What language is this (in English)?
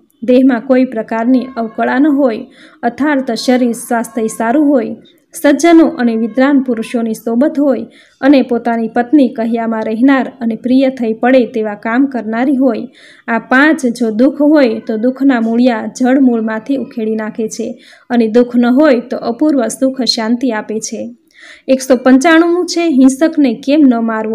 Gujarati